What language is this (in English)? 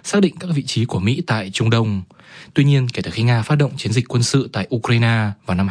Vietnamese